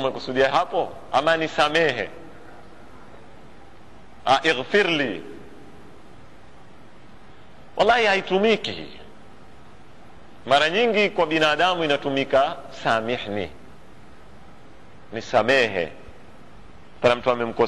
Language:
Swahili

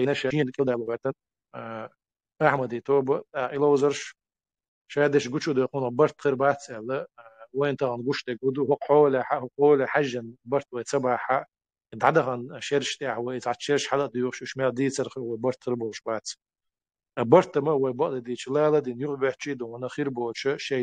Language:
Chechen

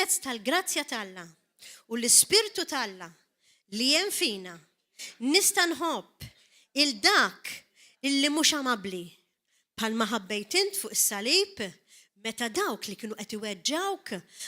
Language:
Maltese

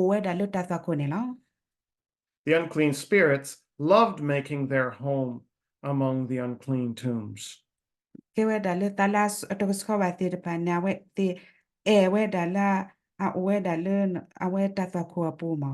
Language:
S'gaw Karen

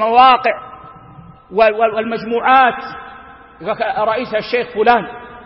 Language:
Arabic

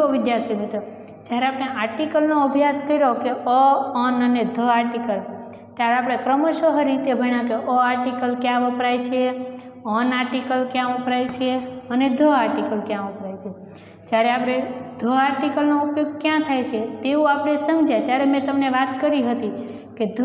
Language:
Gujarati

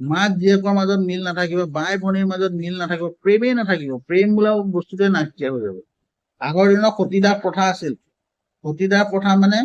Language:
Assamese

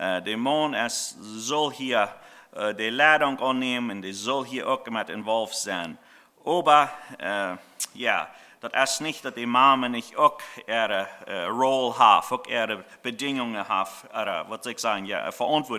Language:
Plautdietsch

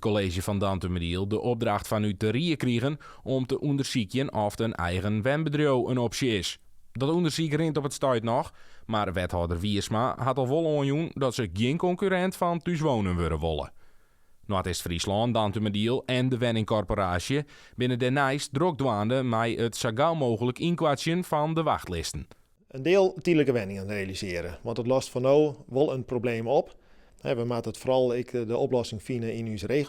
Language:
Western Frisian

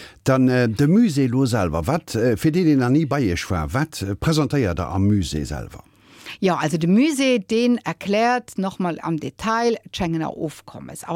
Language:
Luxembourgish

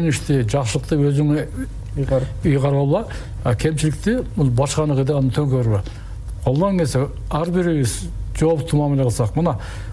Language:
Kyrgyz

